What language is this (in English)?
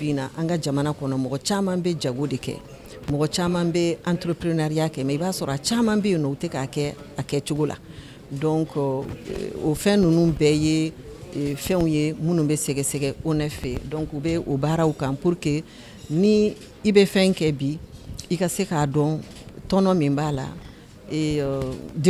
Bambara